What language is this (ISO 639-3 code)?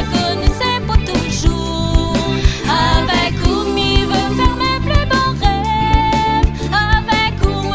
rcf